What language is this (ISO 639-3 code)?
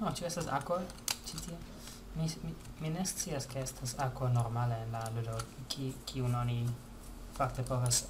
epo